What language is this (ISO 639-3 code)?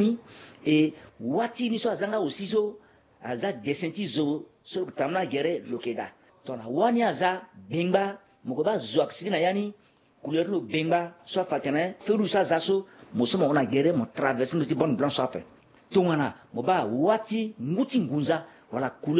sag